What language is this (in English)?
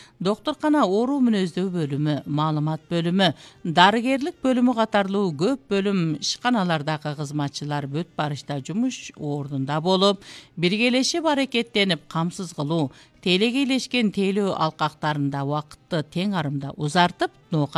Kyrgyz